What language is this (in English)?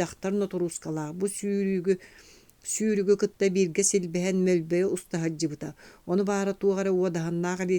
Yakut